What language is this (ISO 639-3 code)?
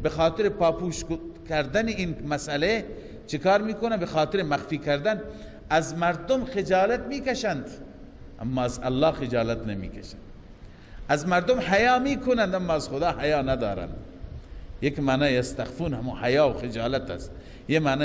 fas